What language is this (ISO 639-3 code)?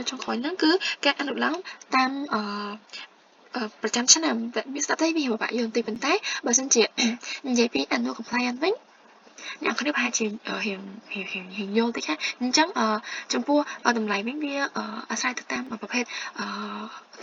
khm